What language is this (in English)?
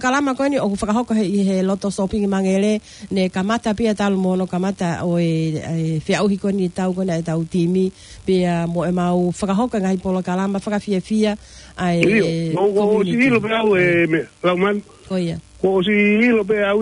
Tongan